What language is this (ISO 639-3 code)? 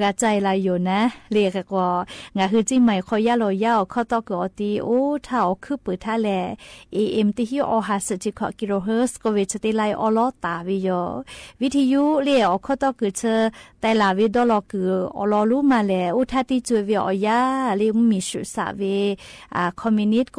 lhu